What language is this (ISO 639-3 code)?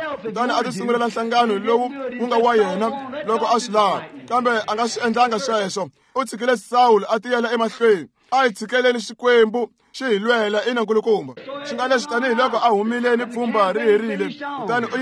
tso